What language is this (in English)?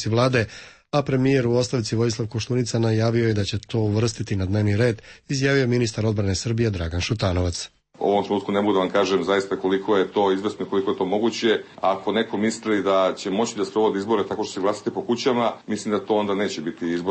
Serbian